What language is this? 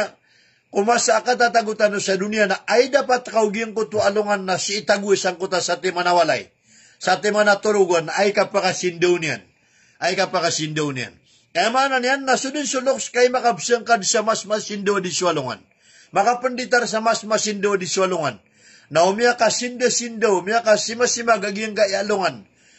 Maranao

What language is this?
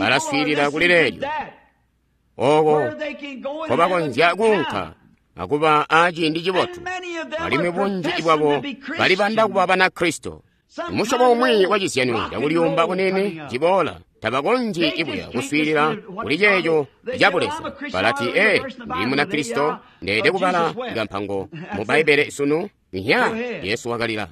Tonga (Zambia)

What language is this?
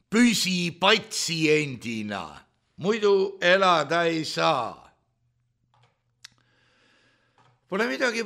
Estonian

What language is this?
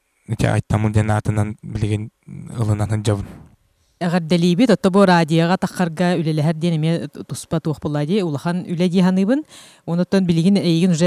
Yakut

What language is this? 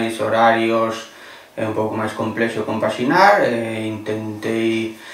Galician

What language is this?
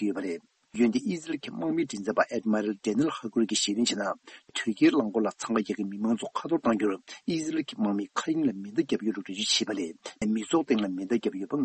Tibetan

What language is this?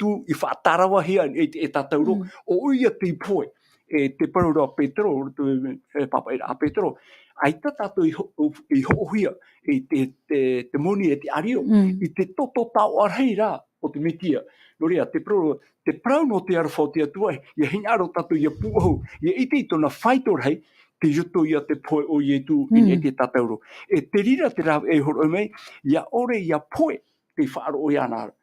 Tahitian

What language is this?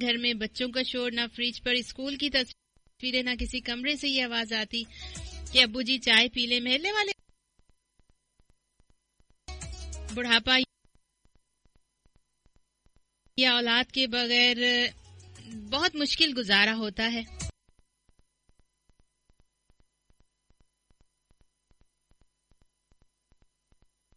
Urdu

